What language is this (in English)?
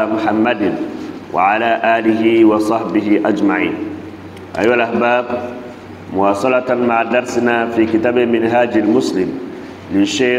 Arabic